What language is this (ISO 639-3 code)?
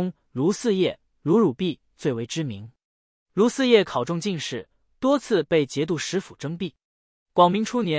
zho